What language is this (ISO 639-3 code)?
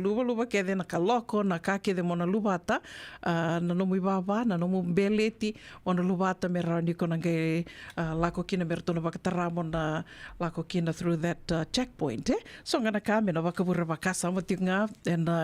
fij